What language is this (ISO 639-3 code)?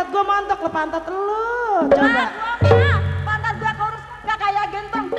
bew